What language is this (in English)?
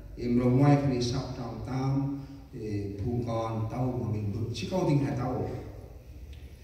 Central Mnong